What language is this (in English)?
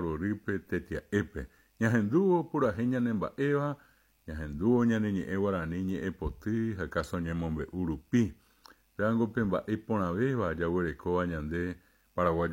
Guarani